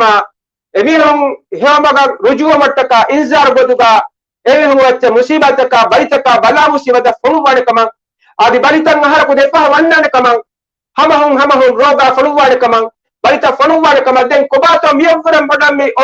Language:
Divehi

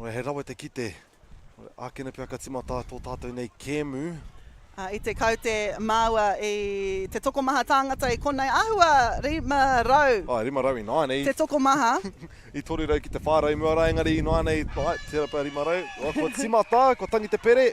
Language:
Māori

